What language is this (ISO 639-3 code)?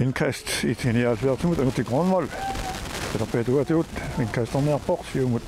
kal